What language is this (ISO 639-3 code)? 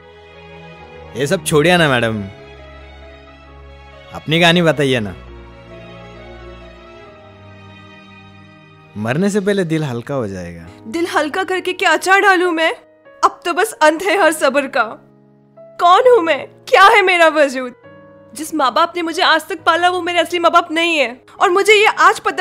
hin